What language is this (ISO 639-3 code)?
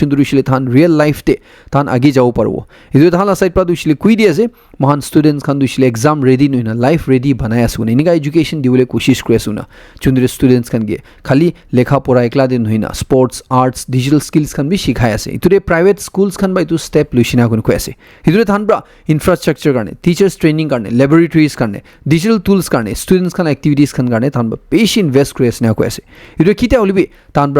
nag